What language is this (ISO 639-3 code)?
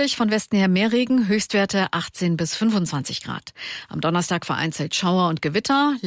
deu